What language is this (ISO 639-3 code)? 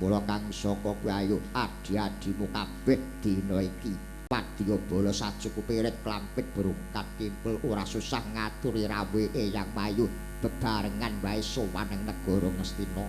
jav